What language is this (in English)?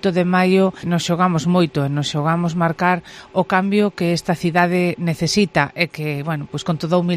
Galician